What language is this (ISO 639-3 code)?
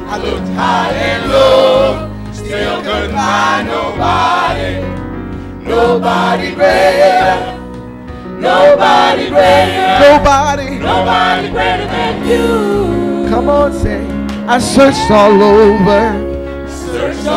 eng